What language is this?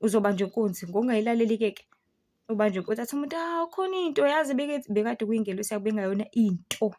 Zulu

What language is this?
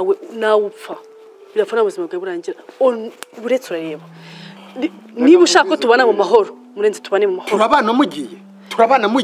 Kinyarwanda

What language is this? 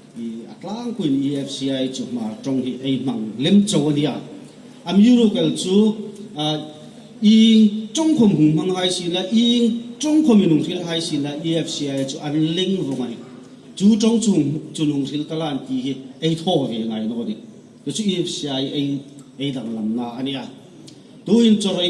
Hmar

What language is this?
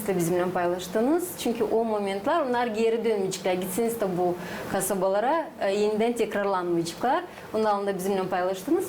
Gagauz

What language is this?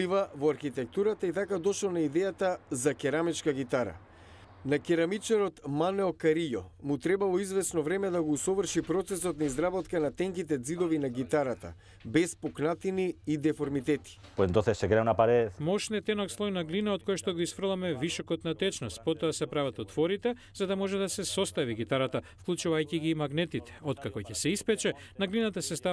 Macedonian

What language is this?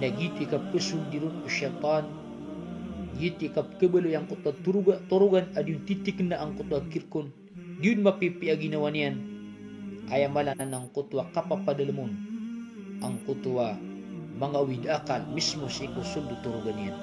Maranao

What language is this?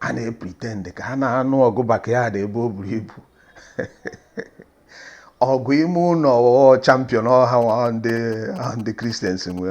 Igbo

